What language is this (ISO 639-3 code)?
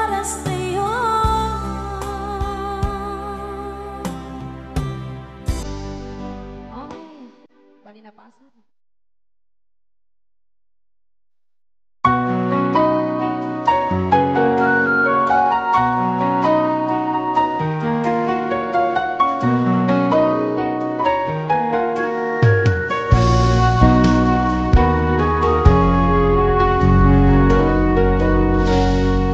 fil